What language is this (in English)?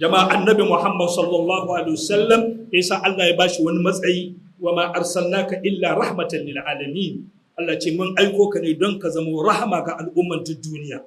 Hausa